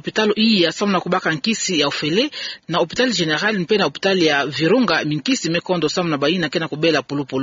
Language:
Kituba (Democratic Republic of Congo)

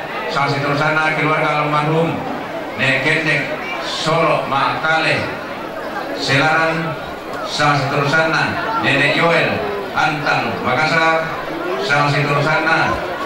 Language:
Toraja-Sa'dan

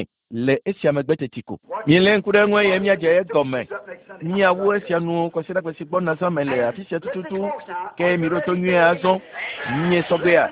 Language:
Ewe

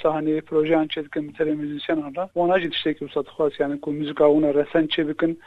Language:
Kurdish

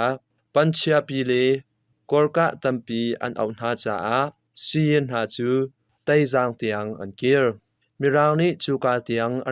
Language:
Hakha Chin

